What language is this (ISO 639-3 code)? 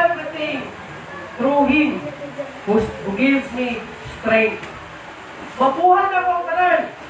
ceb